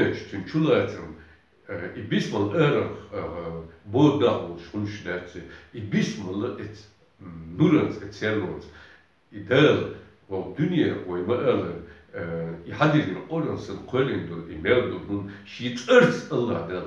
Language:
Chechen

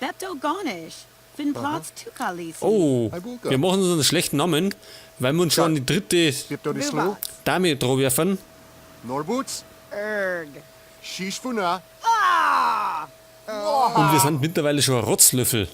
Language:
Bavarian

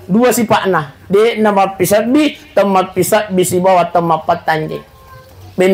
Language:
Buginese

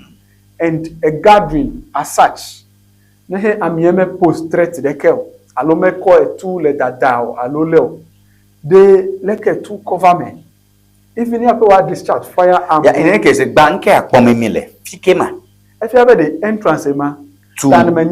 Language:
Ewe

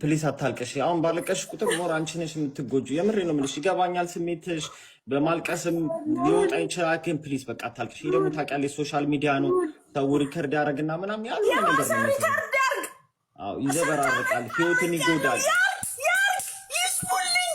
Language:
Amharic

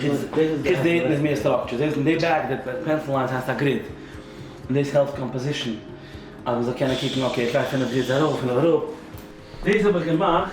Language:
Yiddish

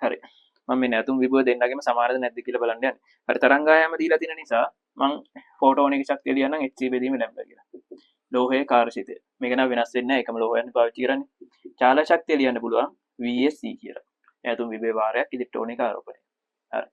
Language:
Sinhala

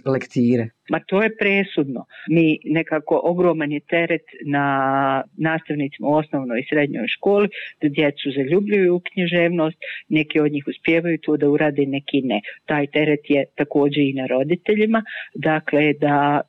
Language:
Bosnian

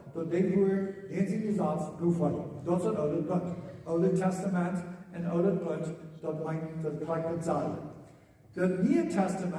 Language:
Plautdietsch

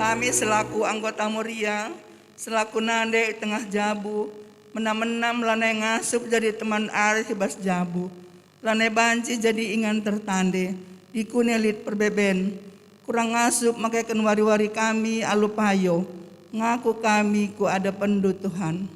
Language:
Batak Karo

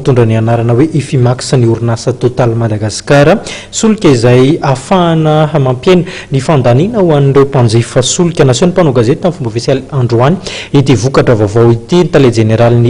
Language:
Malagasy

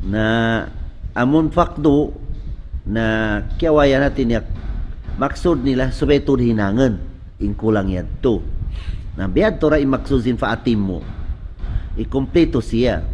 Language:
Tausug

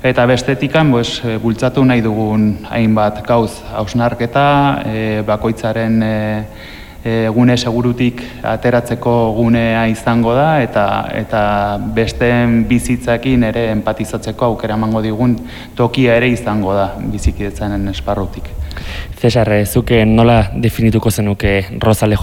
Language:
Basque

